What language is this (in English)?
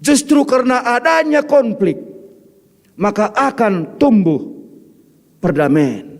Batak Karo